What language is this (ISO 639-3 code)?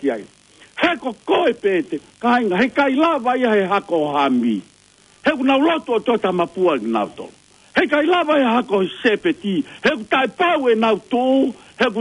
ton